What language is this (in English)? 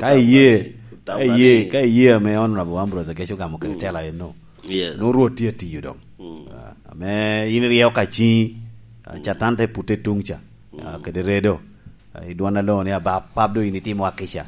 Lango (Uganda)